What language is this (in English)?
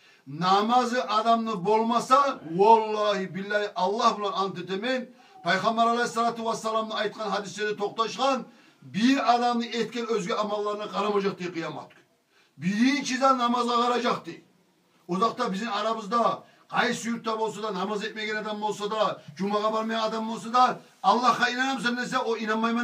Kumyk